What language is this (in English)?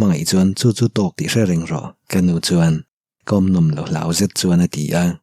Mizo